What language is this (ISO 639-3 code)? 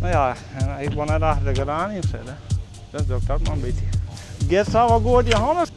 fry